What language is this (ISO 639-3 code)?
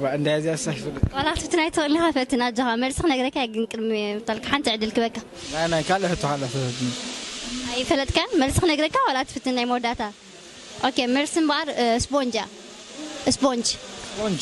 tir